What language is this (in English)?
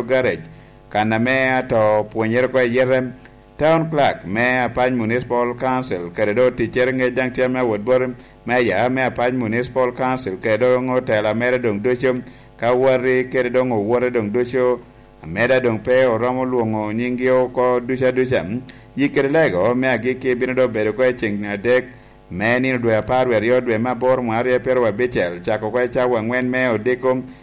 Lango (Uganda)